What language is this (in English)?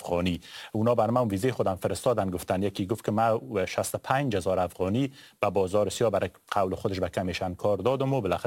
Persian